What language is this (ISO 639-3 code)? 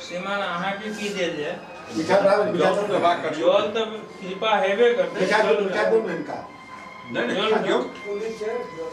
mai